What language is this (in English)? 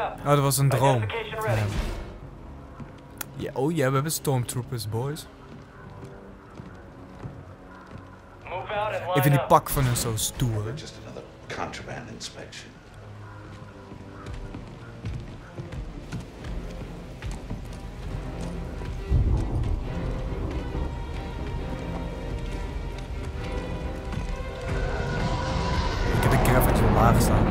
Dutch